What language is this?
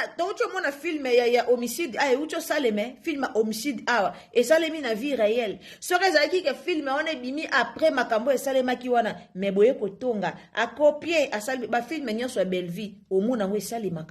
Lingala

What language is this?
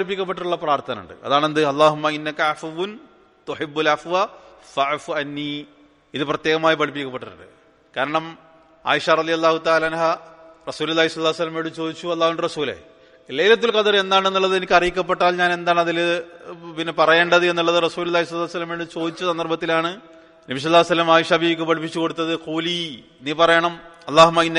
Malayalam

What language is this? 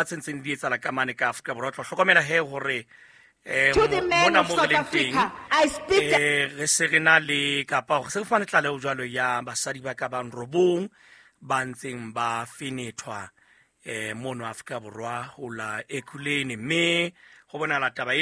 Southern Sotho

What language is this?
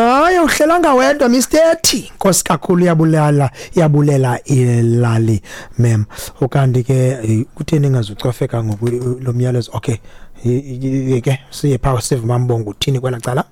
Xhosa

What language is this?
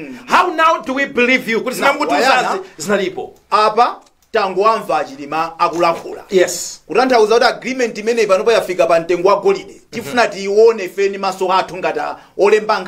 Nyanja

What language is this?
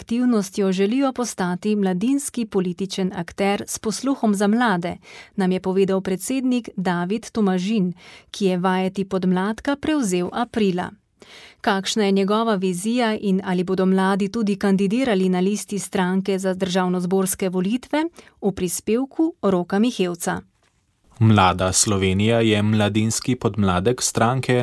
Slovenian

